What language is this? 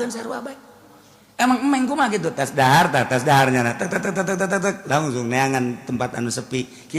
Sundanese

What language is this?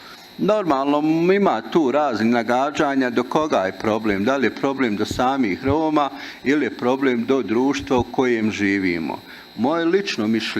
Bosnian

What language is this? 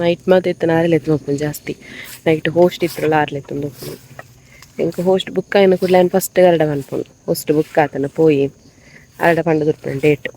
Tulu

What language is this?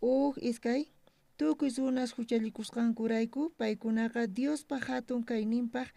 South Bolivian Quechua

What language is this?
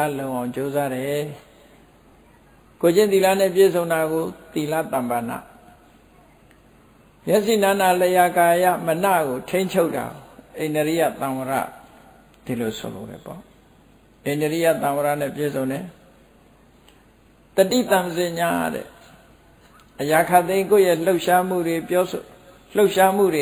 Burmese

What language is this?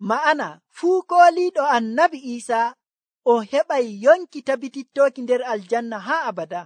Nigerian Fulfulde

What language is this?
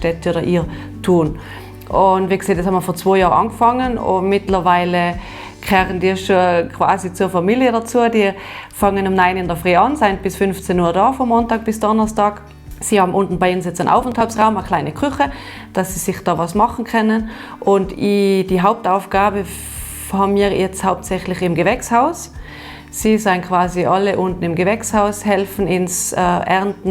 Bavarian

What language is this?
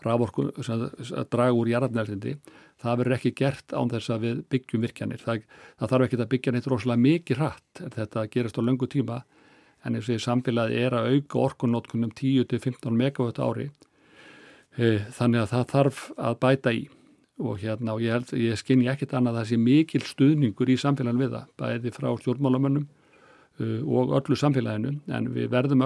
Icelandic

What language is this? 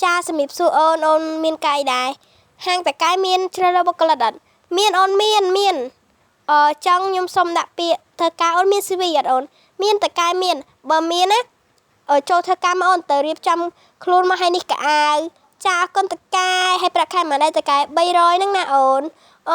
Khmer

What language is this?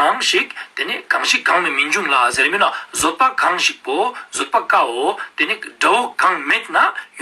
Ladakhi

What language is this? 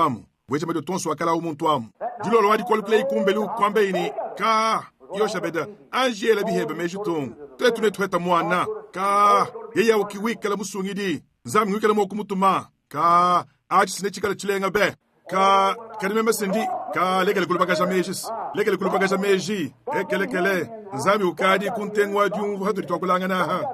Luba-Lulua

